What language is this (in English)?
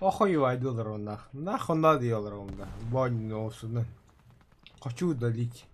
Yakut